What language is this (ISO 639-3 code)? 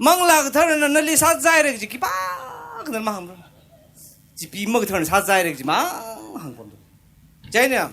nmf